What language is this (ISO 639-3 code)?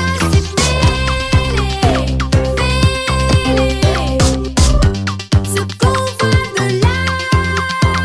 eus